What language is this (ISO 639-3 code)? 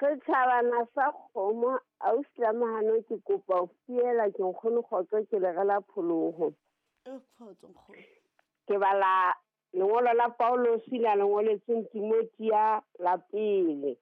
sot